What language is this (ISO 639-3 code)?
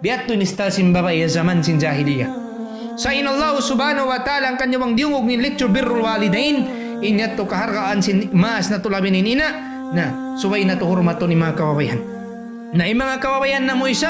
tsg